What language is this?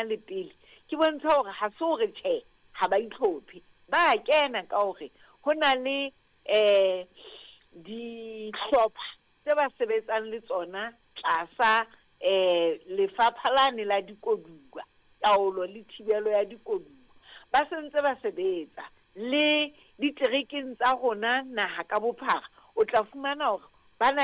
Southern Sotho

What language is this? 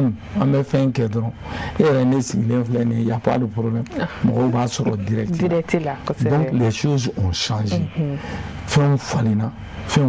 Bambara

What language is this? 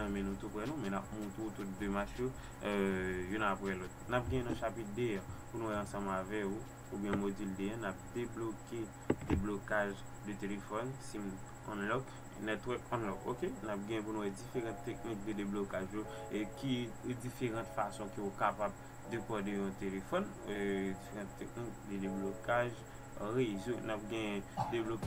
Haitian Creole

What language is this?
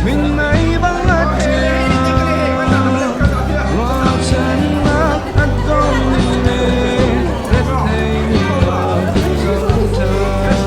Hakha Chin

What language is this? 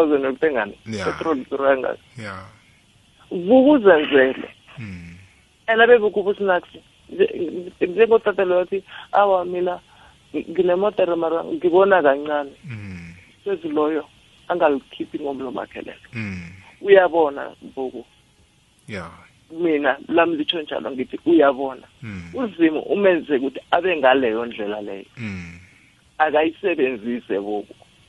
South Ndebele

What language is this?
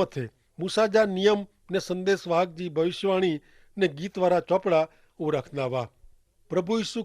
Kachhi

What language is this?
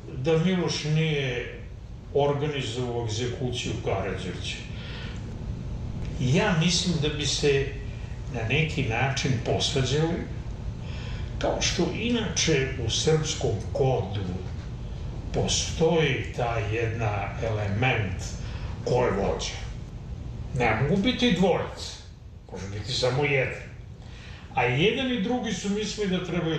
Serbian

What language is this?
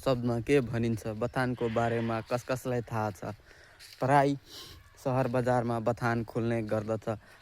Nepali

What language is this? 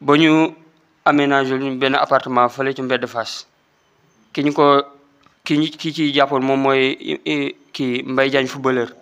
Wolof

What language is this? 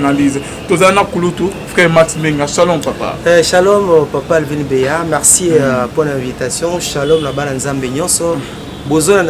Lingala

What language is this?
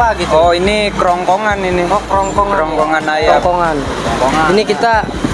Betawi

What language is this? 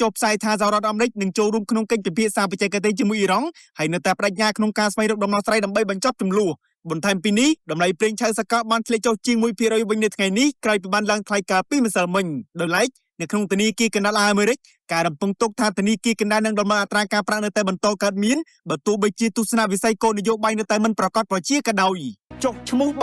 Khmer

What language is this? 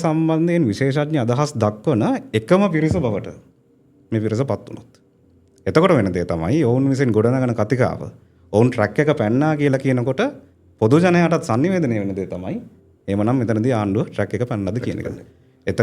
Sinhala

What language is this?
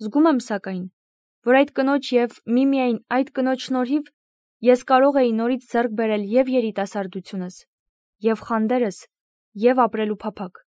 Armenian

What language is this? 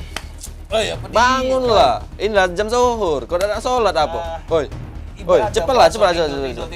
Musi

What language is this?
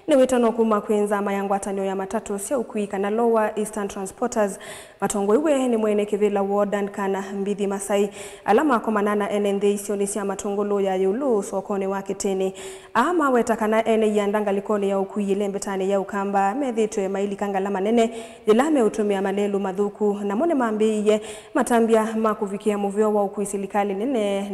Kamba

